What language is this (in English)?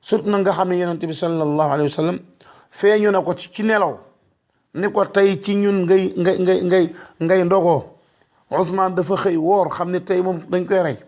Wolof